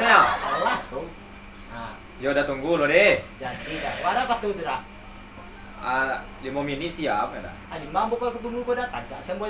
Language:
Minangkabau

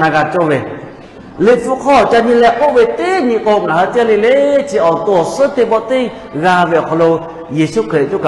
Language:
Lahu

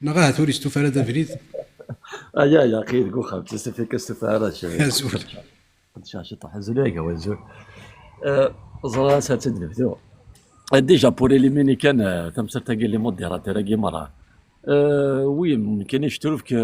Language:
Kabyle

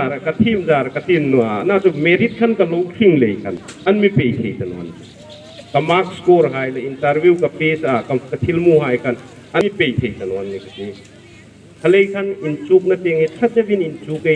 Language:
Hmar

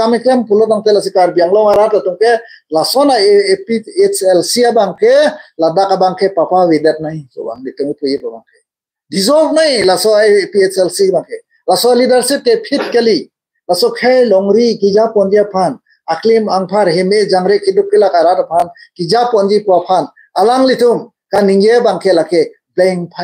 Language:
Karbi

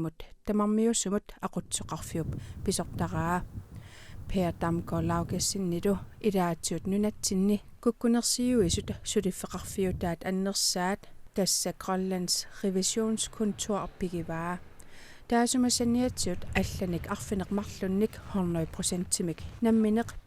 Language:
Kalaallisut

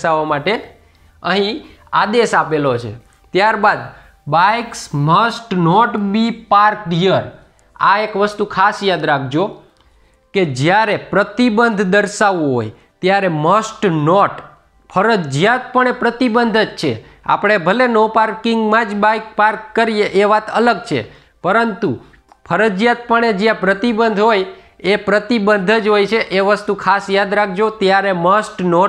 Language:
Gujarati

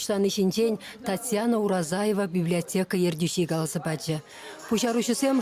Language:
Chuvash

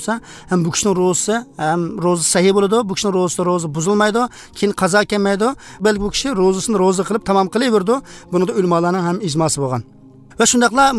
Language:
Uzbek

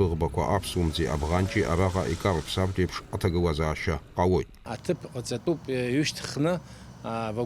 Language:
Abkhazian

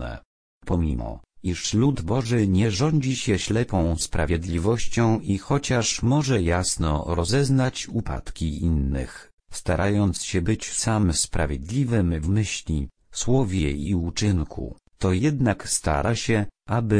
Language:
Polish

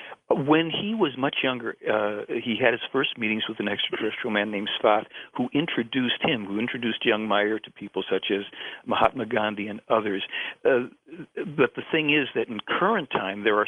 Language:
English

